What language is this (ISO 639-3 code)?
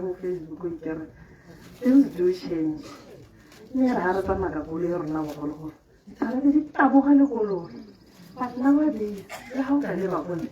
tsn